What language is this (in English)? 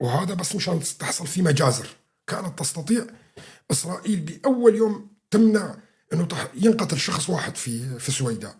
North Levantine Arabic